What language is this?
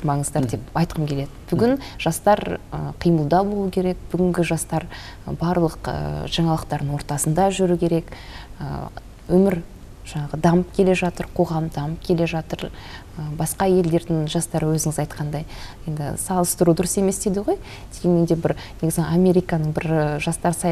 Kazakh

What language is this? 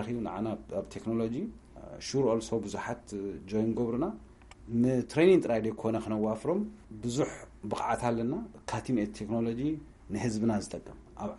Tigrinya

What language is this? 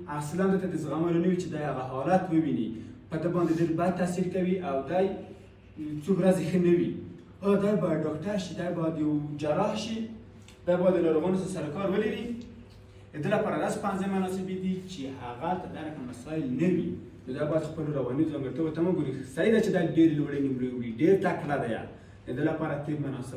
Pashto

